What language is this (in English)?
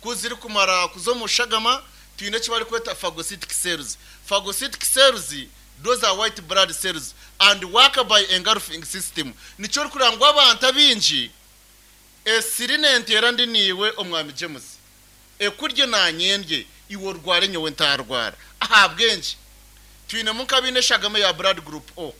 Nyankole